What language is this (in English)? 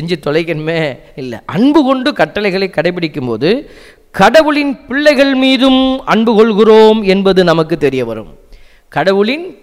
Tamil